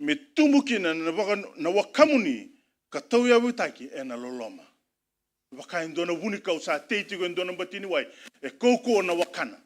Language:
Fijian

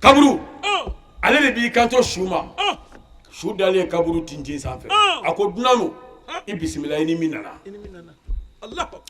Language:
Bambara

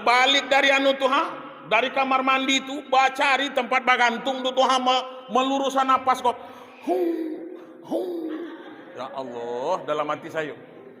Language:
Minangkabau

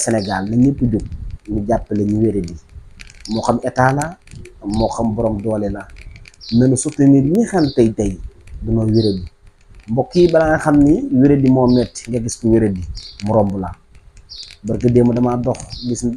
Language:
Wolof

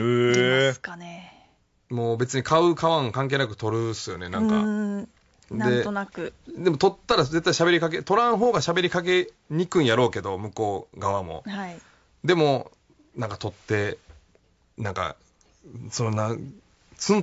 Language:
Japanese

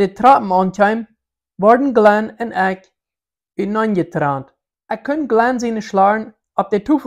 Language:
Plautdietsch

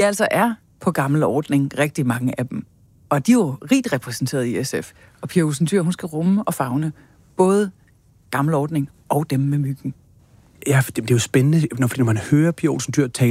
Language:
Danish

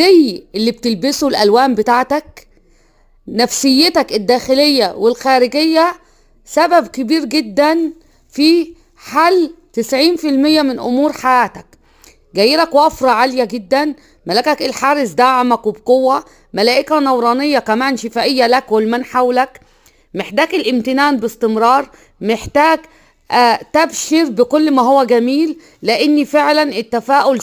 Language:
Egyptian Arabic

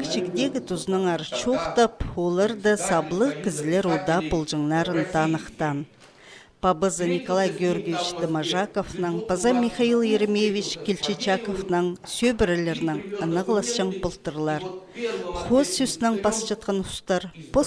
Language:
Khakas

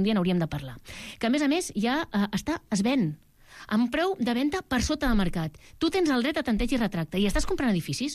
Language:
Catalan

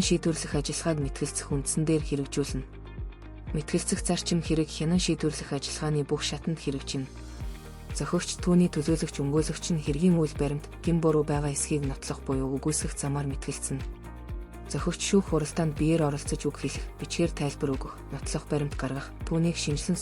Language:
Mongolian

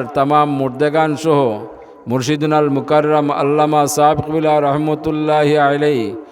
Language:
Sylheti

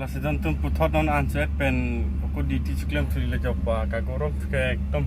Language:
Karbi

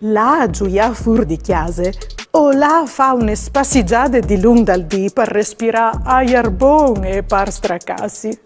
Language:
Friulian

